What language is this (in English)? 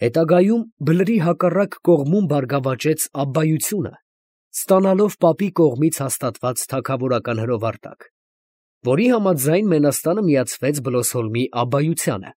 Armenian